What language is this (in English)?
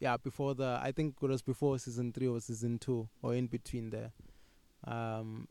English